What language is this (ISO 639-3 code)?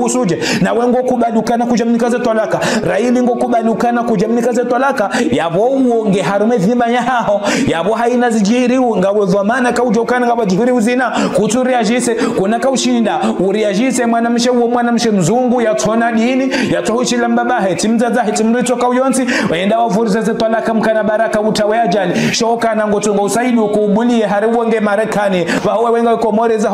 zdj